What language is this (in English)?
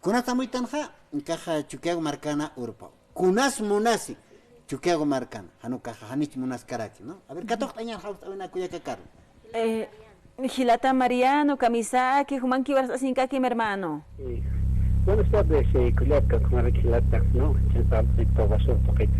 Aymara